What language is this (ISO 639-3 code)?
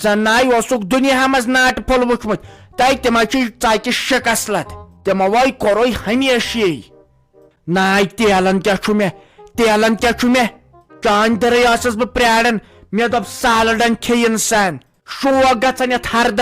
kas